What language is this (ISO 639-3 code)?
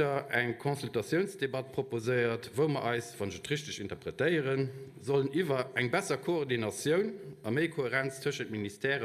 ltz